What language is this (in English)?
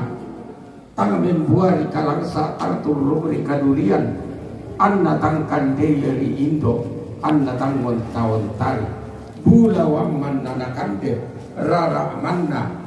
Toraja-Sa'dan